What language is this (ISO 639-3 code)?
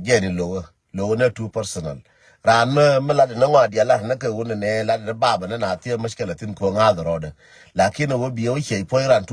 nus